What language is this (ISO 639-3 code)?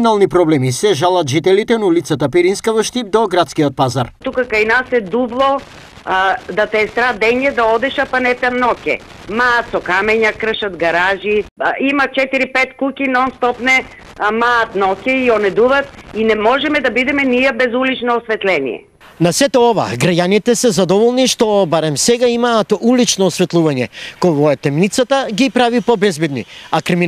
mkd